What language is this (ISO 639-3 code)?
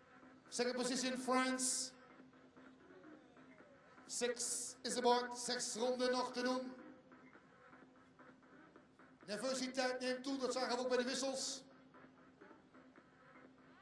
nld